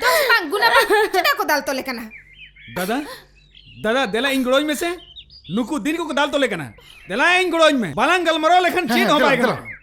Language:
Santali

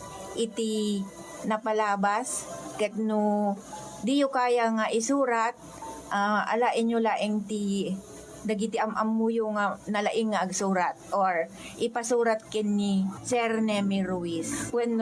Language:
Iloko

